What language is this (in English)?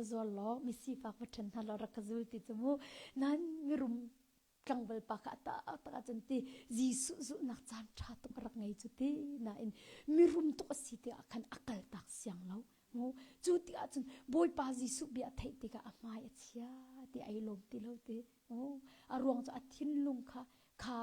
Hakha Chin